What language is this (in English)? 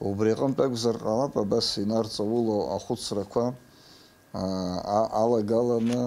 Abkhazian